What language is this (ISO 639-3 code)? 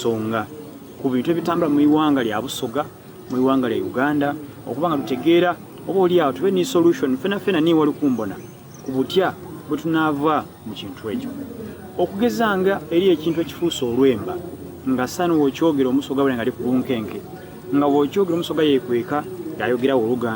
xog